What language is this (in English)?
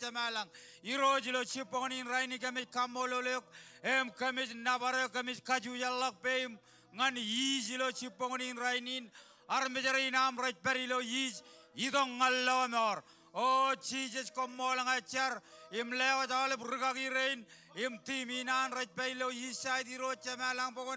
Marshallese